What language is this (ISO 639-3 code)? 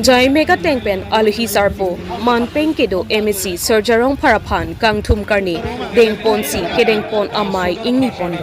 mjw